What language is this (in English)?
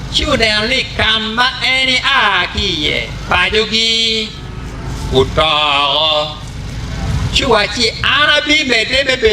Acoli